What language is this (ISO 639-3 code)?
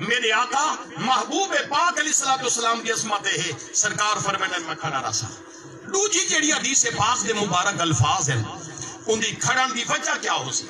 skr